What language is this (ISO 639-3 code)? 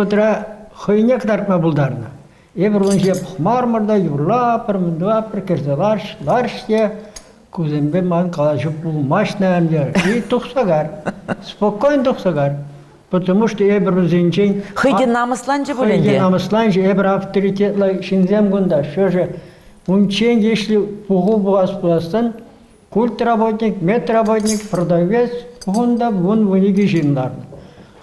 chv